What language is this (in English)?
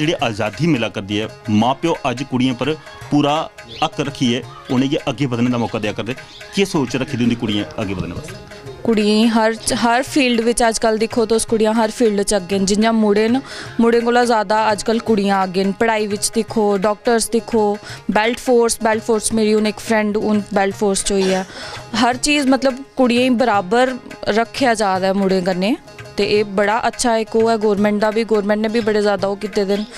Dogri